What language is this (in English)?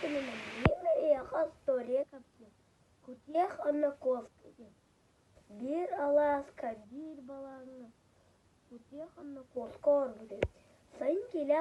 Yakut